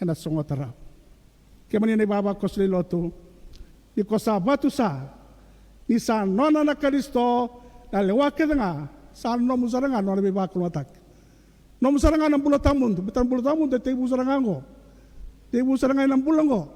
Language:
Fijian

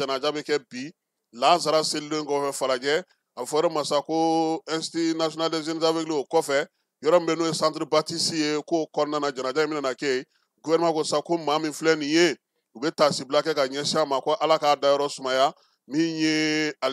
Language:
Bambara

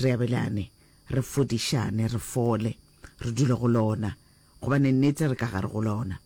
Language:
Northern Sotho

